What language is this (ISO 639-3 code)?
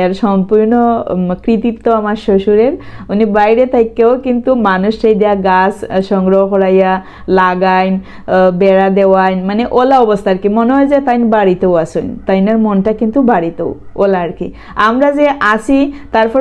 syl